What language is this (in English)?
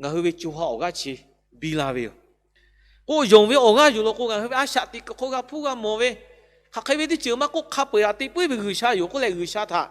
Lahu